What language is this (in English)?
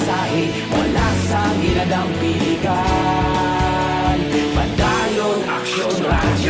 Hiligaynon